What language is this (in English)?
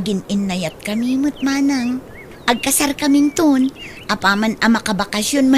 Iloko